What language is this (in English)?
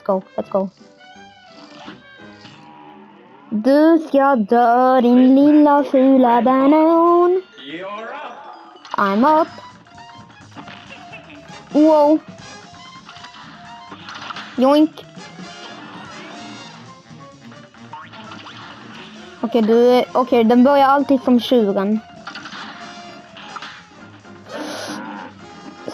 Swedish